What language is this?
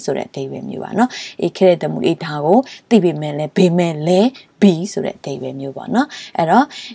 Burmese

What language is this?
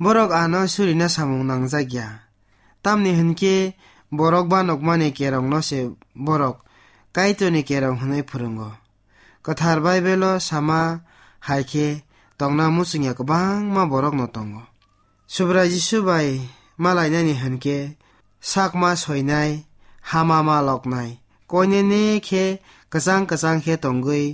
Kok Borok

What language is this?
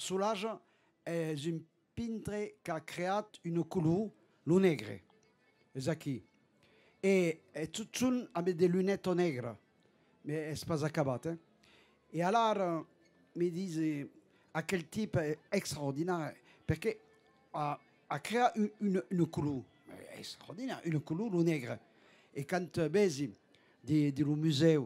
Occitan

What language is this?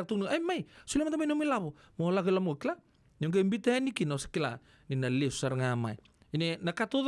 Fijian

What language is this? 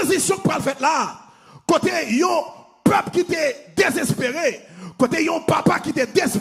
Haitian Creole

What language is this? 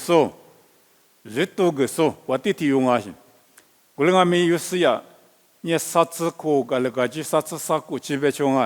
Lisu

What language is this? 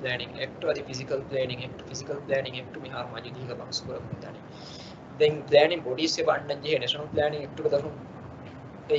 Divehi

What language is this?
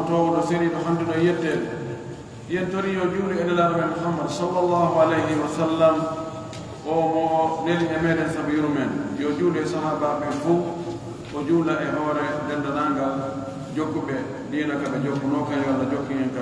Fula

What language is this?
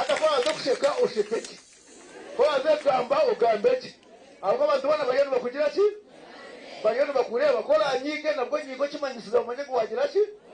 Nyankole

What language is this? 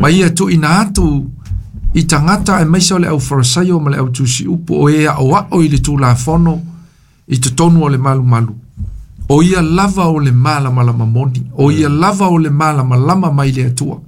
Samoan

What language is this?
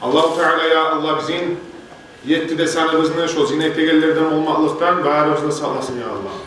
Kumyk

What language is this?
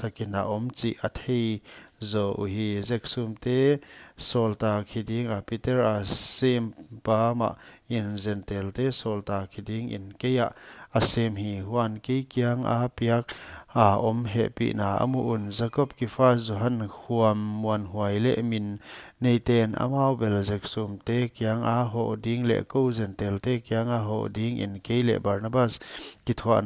Paite Chin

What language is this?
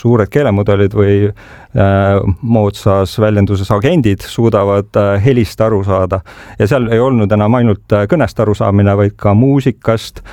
Estonian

